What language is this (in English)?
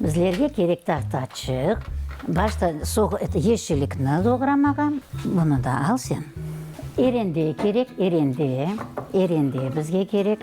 Crimean Tatar